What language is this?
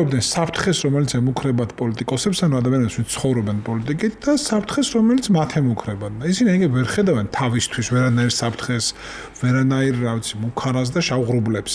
Georgian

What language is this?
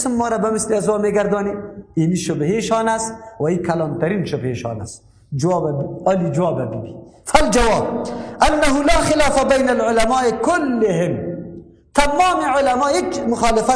Persian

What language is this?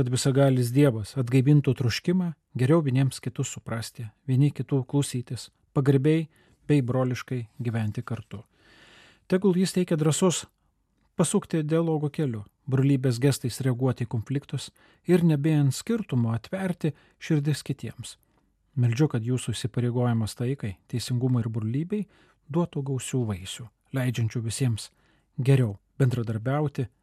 Lithuanian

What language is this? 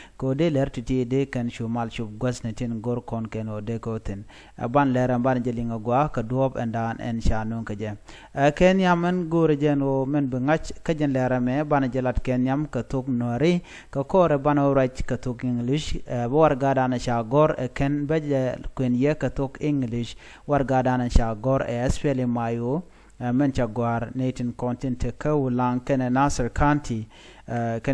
Nuer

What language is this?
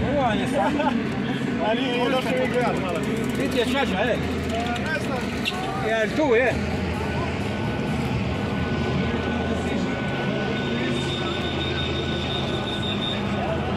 Croatian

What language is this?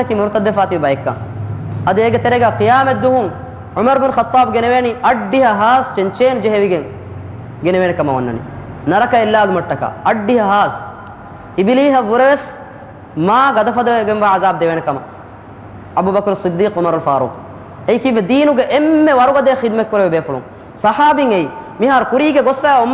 Divehi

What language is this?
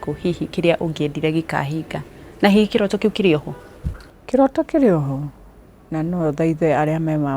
Kikuyu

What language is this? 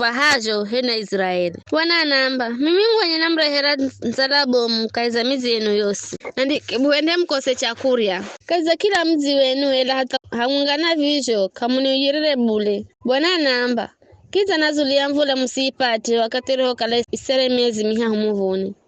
Giryama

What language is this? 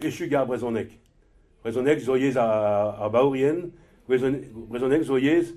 Breton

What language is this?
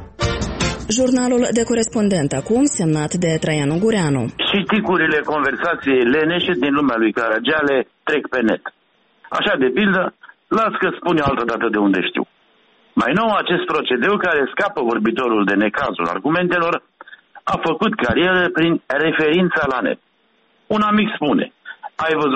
Romanian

